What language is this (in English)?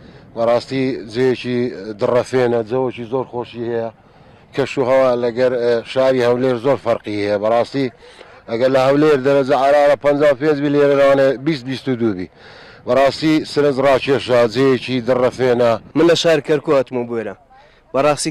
Central Kurdish